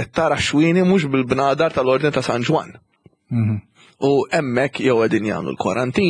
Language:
Maltese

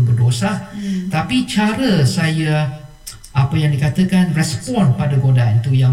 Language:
Malay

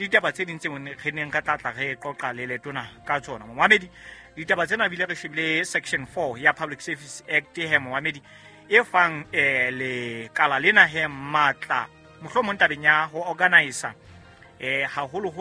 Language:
Southern Sotho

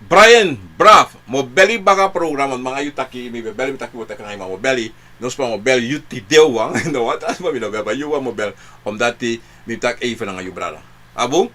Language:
Sranan Tongo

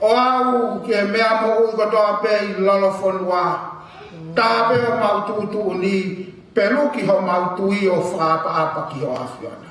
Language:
Tongan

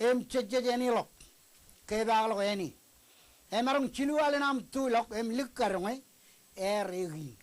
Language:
Marshallese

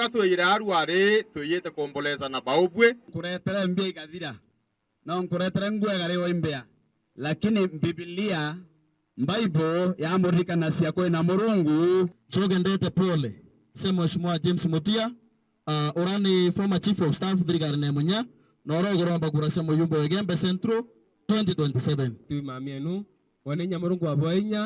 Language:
Meru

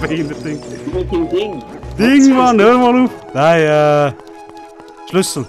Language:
Swiss German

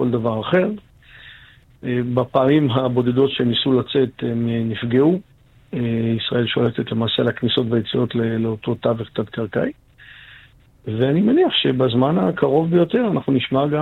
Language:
Hebrew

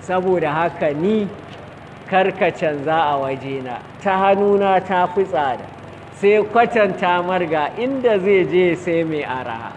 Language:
Hausa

